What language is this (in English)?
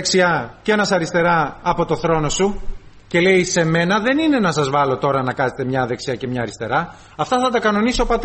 Greek